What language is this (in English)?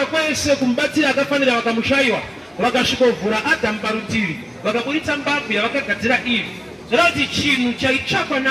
Shona